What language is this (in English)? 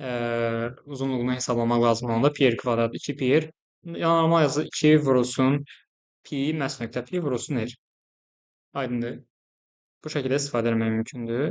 Azerbaijani